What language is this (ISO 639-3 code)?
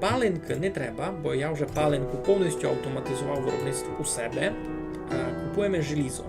rue